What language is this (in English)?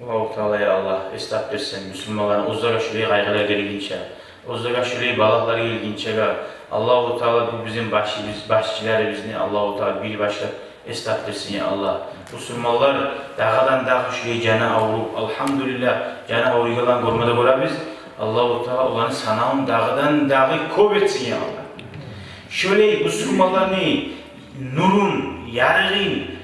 Kumyk